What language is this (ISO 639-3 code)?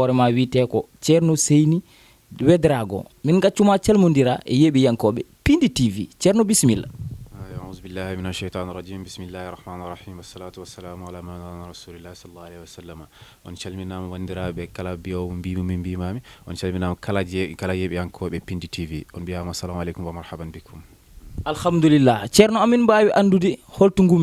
ful